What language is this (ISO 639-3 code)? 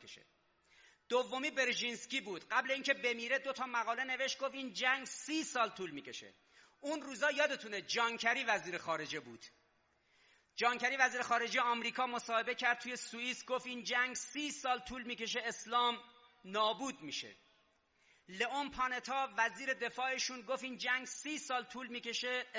fas